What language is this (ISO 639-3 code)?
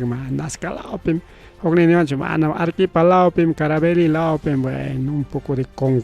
quy